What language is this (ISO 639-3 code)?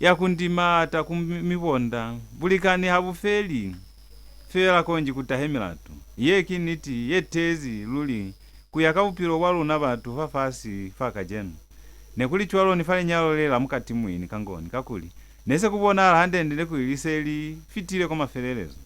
loz